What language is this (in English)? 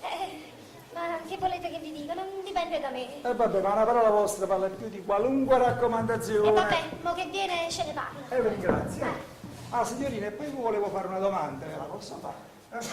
Neapolitan